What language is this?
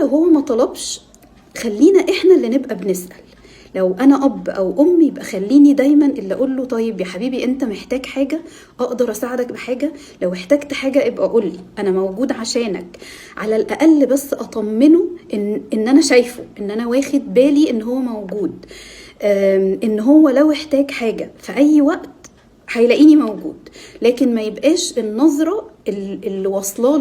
Egyptian Arabic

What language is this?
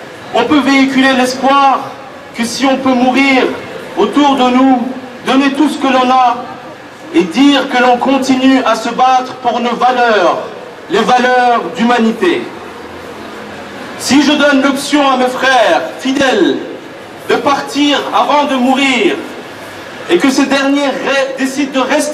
French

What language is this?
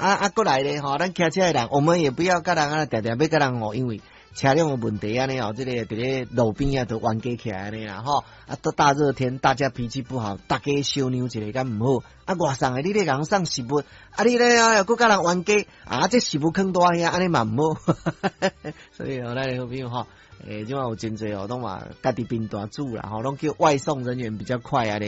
Min Nan Chinese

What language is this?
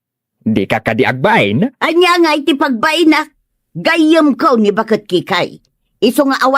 Iloko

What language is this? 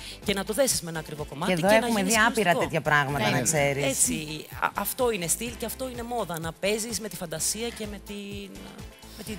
Greek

